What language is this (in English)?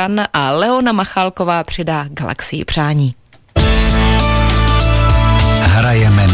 Czech